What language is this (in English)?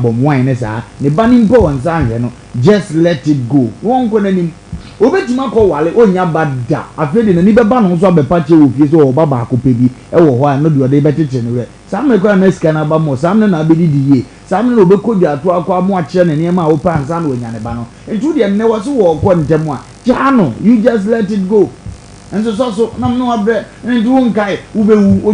Akan